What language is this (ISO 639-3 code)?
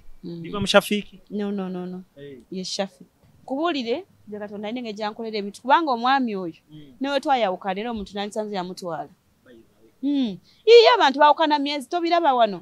lug